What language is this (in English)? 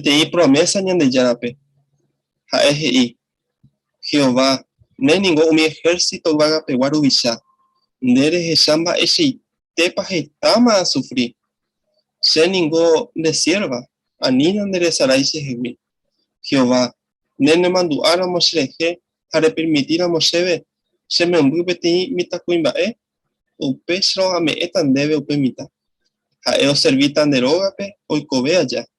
Guarani